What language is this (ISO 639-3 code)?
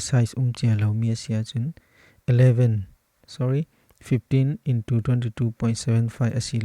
cfm